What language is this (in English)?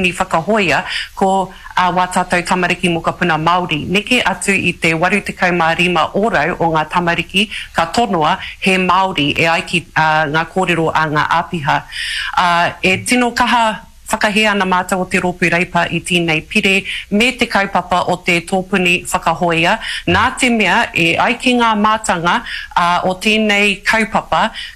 Māori